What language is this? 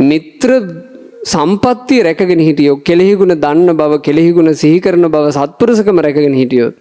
Sinhala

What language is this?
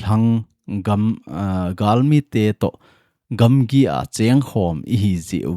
Thado Chin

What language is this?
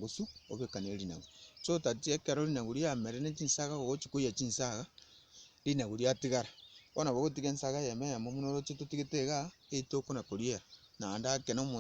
Gusii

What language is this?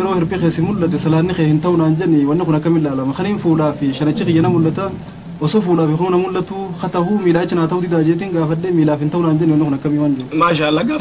Oromo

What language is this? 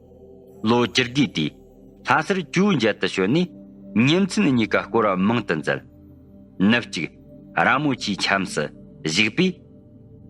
Tibetan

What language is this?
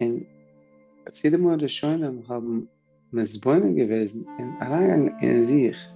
Yiddish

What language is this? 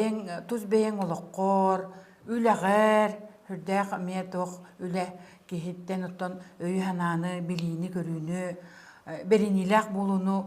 Yakut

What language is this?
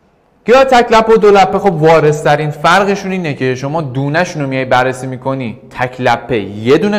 Persian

